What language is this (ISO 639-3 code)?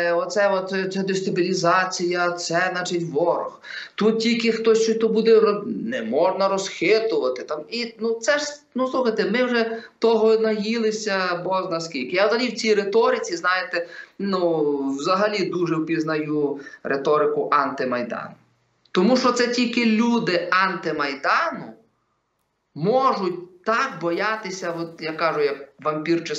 ukr